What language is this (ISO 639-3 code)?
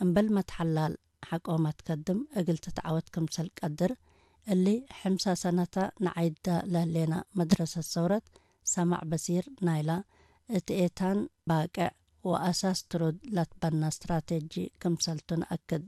tig